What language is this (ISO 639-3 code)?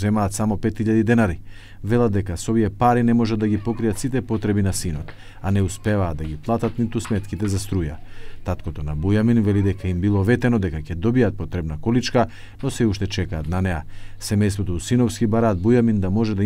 mkd